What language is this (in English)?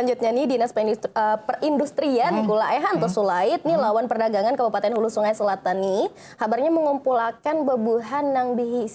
Banjar